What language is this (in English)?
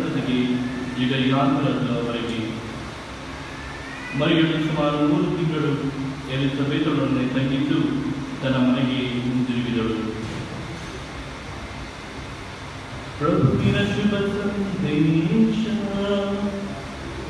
Kannada